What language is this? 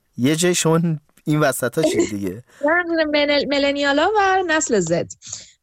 Persian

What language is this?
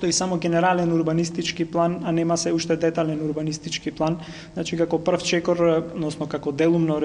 Macedonian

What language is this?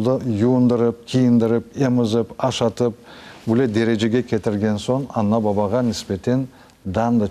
Crimean Tatar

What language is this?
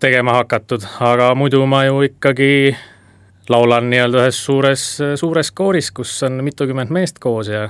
Estonian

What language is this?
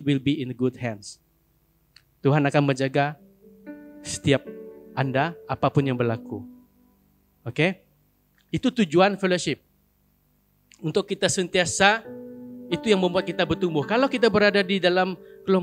Malay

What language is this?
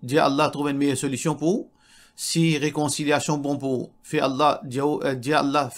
Morisyen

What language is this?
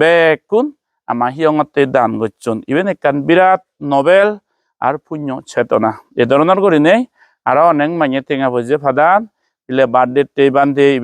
Chakma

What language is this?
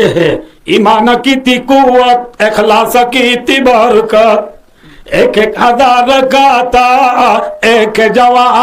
Rohingya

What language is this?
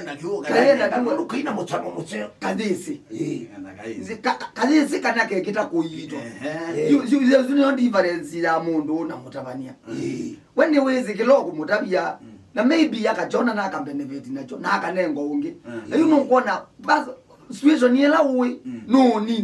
Kamba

